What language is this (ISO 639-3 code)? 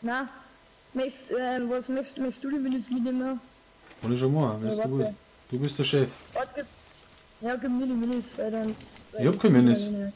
bar